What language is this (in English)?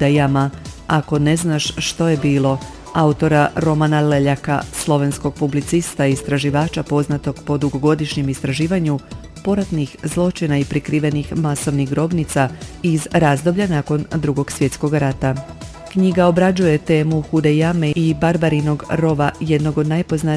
Croatian